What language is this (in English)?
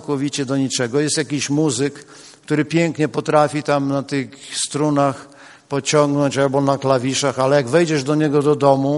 Polish